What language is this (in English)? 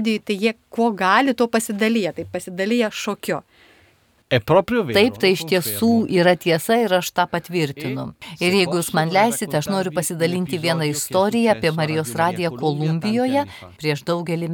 Lithuanian